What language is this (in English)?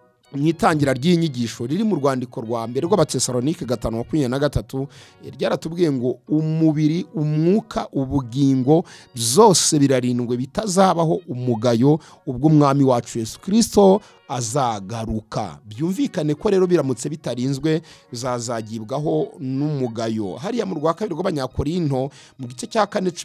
Kinyarwanda